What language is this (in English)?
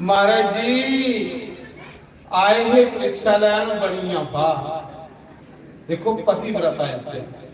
Dogri